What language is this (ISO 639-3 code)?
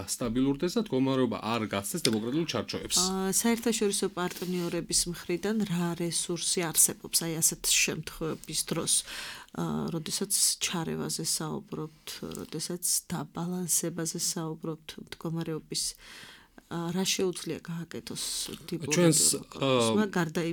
kat